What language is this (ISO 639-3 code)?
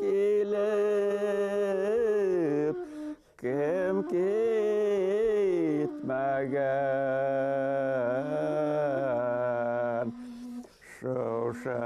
bak